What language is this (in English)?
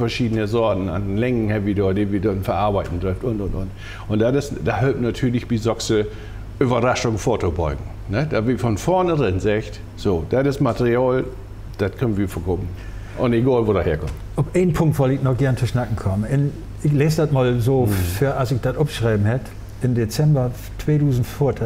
Low German